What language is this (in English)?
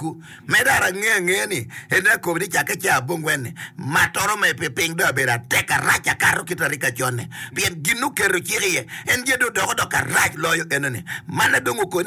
Acoli